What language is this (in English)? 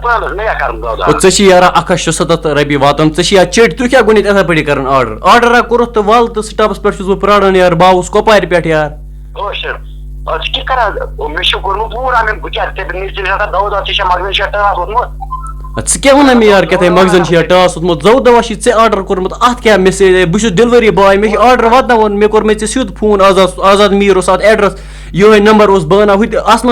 Kashmiri